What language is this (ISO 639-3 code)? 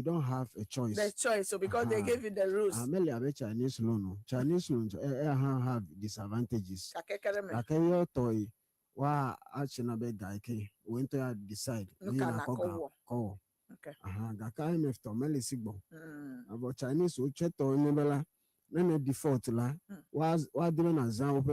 ewe